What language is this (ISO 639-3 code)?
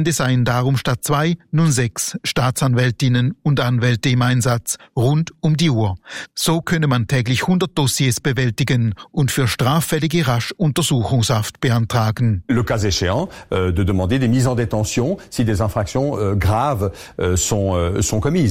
deu